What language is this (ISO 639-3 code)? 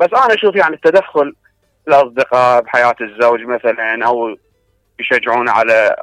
acm